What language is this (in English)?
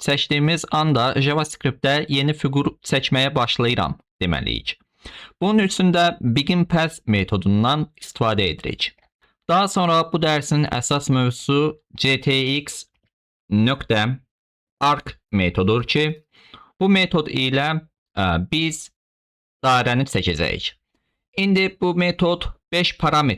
Azerbaijani